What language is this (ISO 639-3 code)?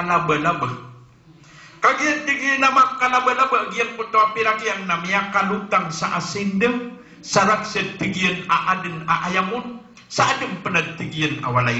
mrw